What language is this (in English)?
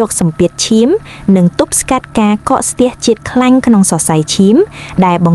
Khmer